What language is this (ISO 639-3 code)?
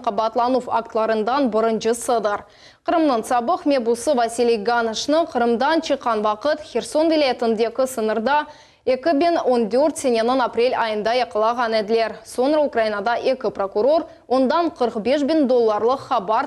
crh